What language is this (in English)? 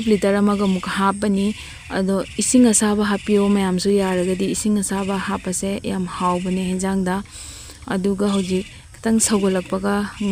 Manipuri